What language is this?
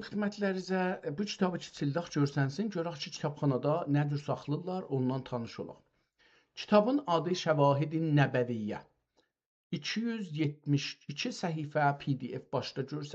South Azerbaijani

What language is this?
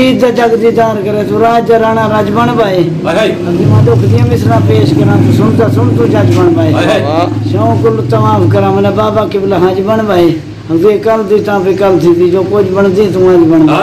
Saraiki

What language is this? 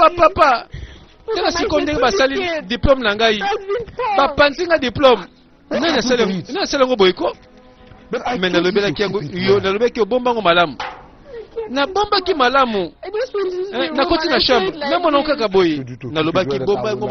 Lingala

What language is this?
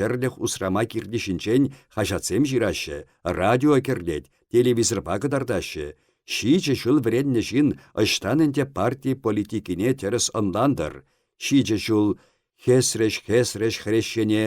Chuvash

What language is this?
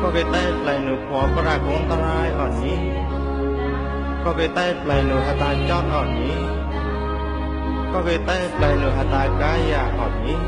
Mon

